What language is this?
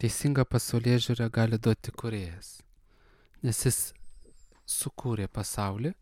Lithuanian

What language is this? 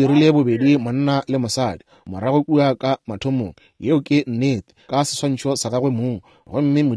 Northern Sotho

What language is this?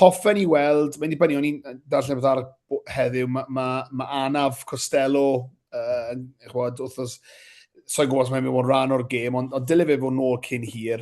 Welsh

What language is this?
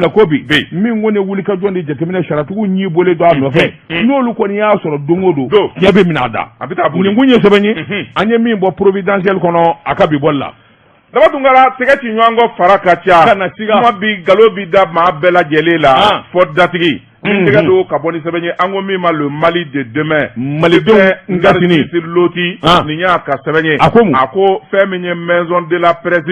Bambara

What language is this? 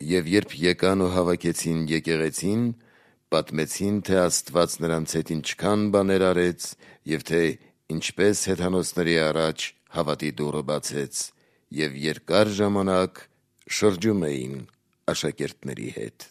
Armenian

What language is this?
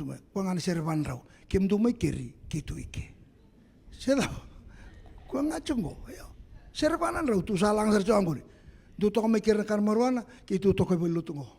Fijian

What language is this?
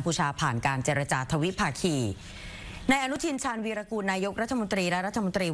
Thai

